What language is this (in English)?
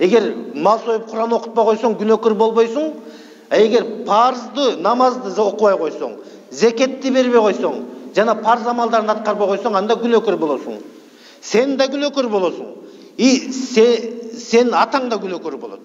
Kyrgyz